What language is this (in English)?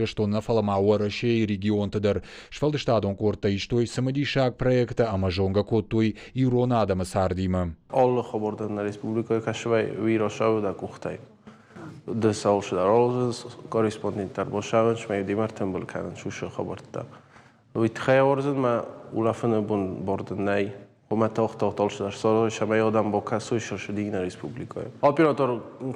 Ossetic